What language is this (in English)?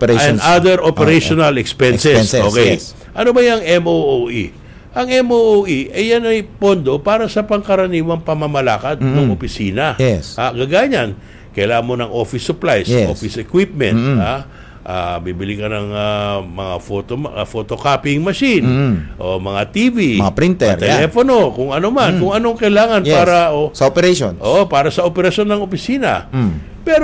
Filipino